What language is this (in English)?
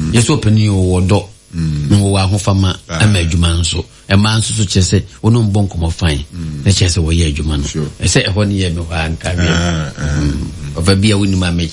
Akan